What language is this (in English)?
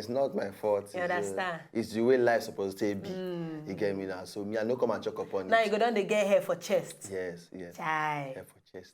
Nigerian Pidgin